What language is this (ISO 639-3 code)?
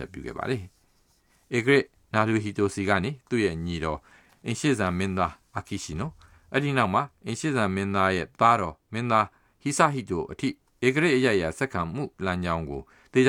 mya